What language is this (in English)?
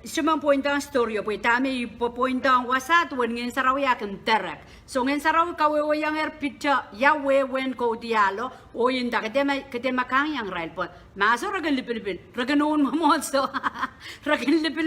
Pohnpeian